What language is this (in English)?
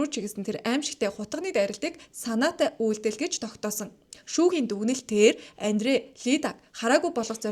Mongolian